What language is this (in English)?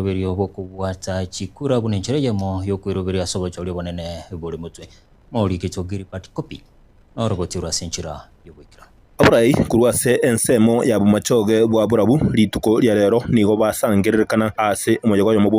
Gusii